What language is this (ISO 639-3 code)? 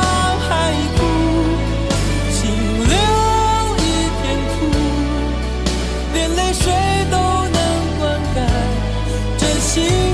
zho